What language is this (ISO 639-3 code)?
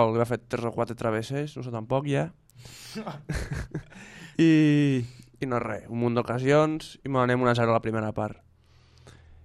cat